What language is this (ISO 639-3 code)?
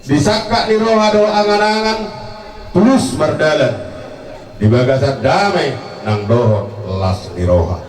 bbc